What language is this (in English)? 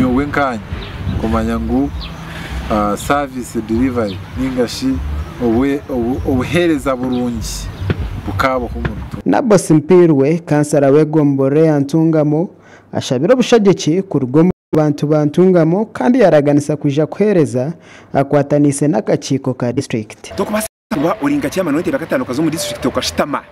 Nyankole